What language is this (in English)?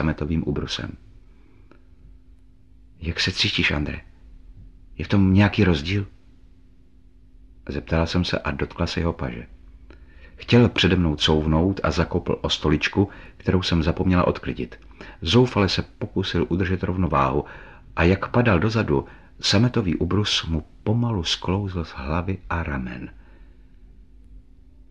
Czech